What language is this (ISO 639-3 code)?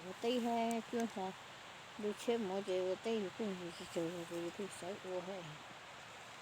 hmn